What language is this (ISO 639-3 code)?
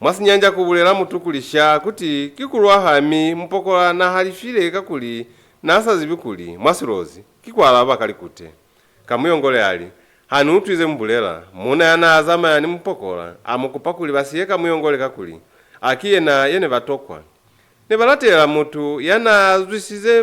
loz